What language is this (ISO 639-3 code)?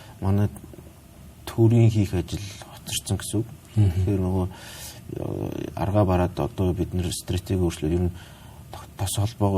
mon